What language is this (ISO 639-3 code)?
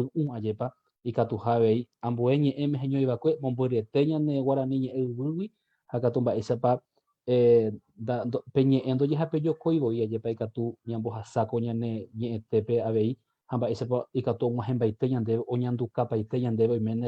grn